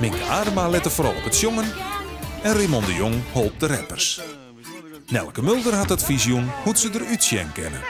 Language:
Western Frisian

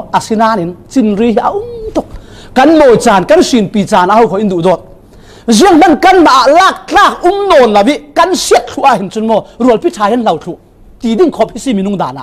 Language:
Falam Chin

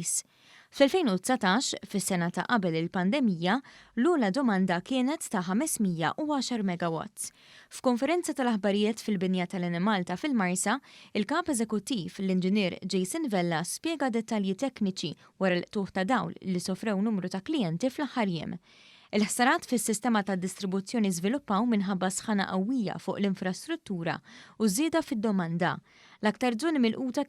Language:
Maltese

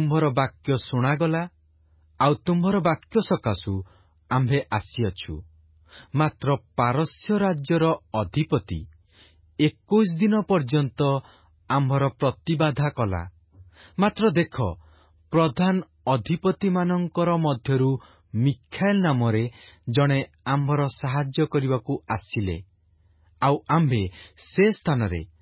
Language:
Odia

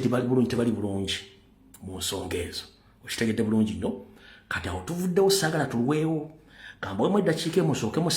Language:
Ganda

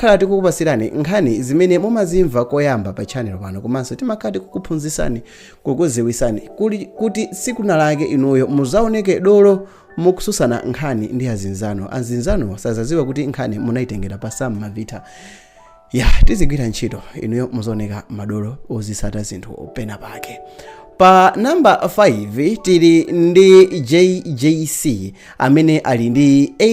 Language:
Nyanja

